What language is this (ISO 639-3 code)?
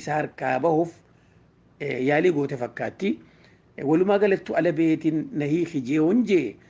orm